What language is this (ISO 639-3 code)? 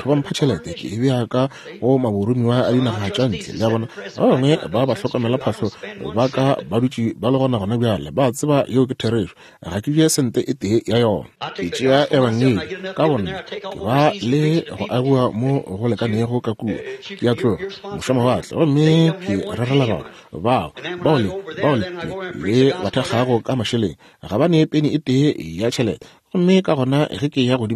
nso